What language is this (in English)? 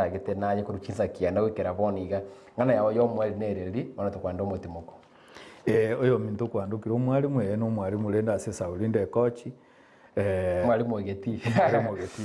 Gusii